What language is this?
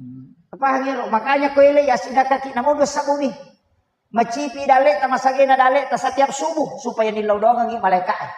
Buginese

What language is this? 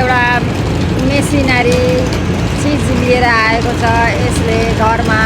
Nepali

